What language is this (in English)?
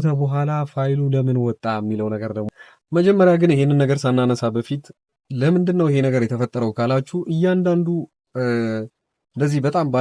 Amharic